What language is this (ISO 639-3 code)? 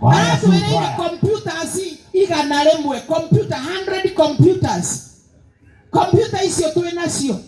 kik